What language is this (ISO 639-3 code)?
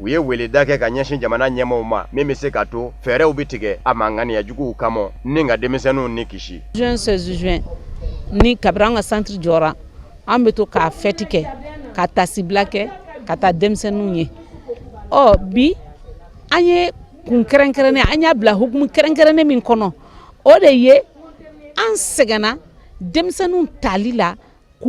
bam